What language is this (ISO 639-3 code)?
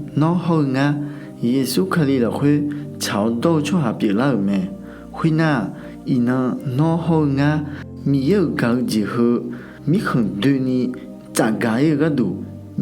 ahk